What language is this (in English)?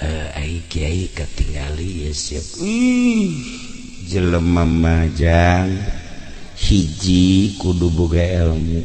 Sundanese